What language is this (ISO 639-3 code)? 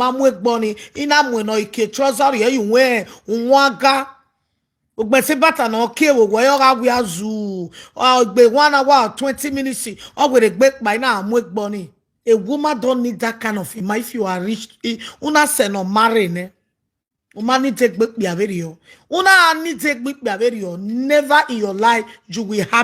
pcm